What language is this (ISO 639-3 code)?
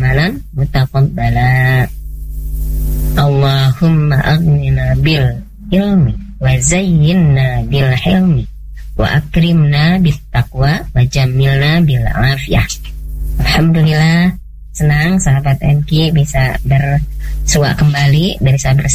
ind